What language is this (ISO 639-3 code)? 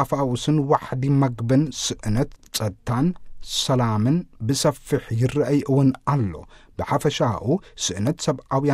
tir